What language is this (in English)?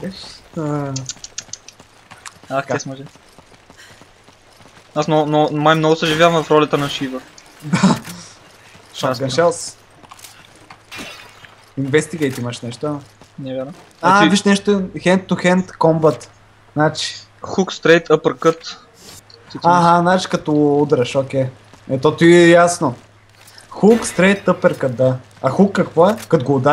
Bulgarian